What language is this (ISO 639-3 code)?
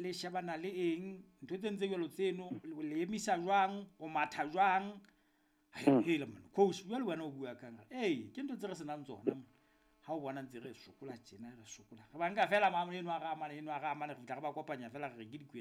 sot